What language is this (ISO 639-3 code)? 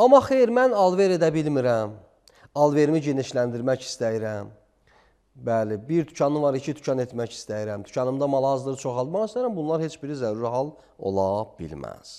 aze